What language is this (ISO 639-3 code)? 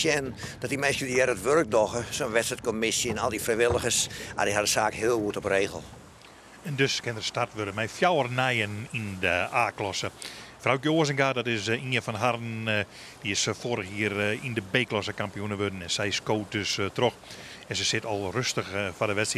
fry